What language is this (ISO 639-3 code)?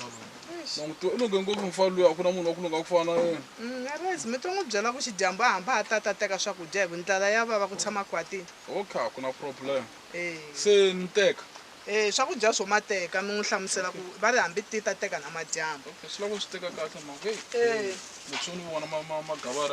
tso